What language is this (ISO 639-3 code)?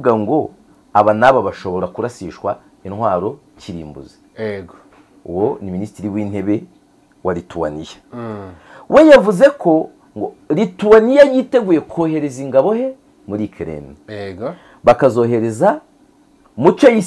kin